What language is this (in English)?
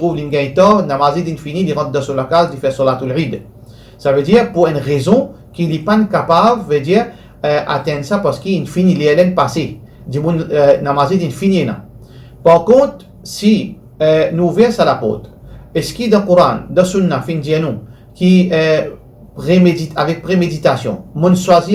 Morisyen